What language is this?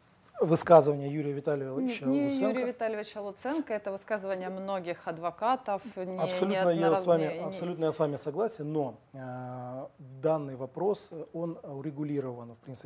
Russian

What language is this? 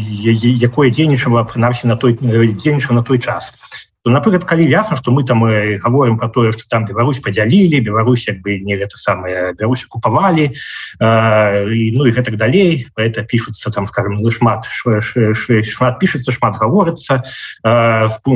Belarusian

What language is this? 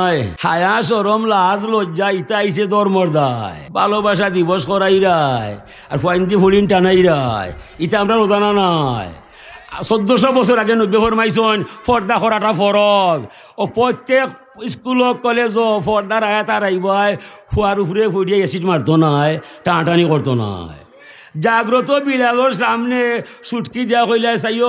Sylheti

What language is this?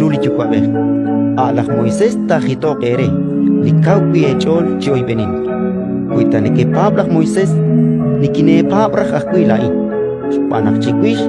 Kekchí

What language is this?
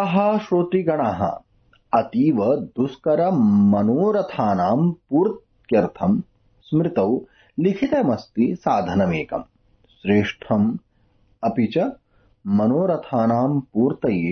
Sanskrit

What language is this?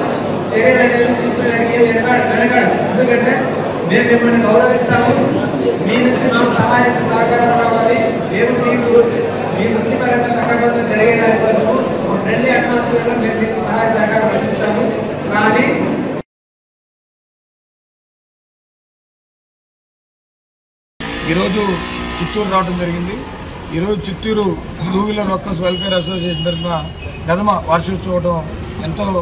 Telugu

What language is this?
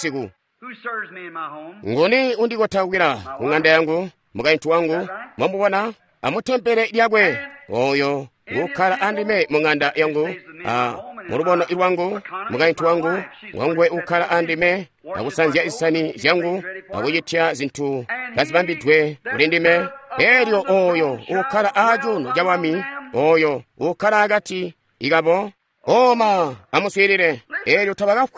Tonga (Zambia)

